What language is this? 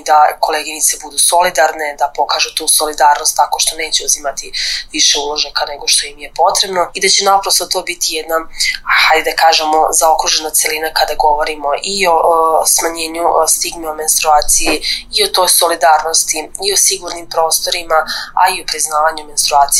Serbian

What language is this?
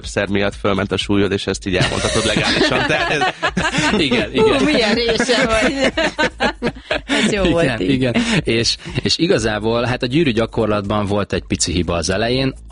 Hungarian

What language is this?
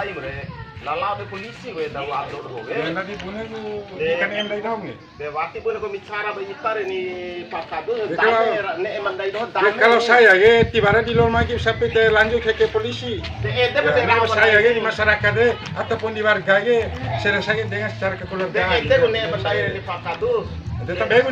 Bima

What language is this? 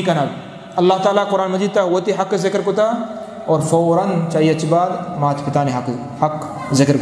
Eastern Balochi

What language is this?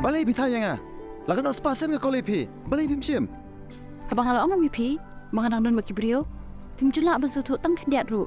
Khasi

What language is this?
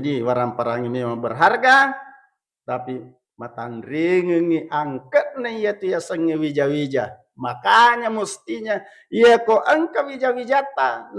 Buginese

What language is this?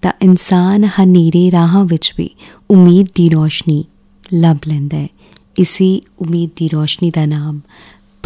Punjabi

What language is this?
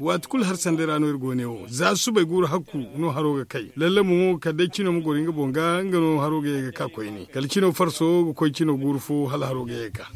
Zarma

